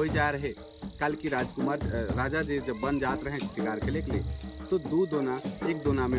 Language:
Sadri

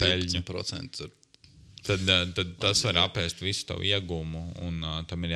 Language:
Latvian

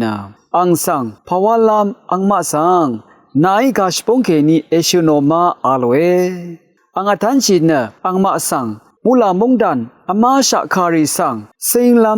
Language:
Rawang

